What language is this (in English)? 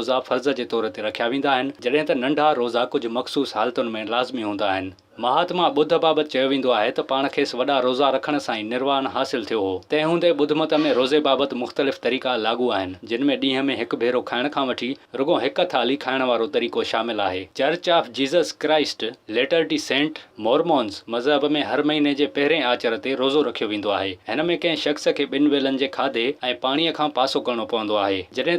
Sindhi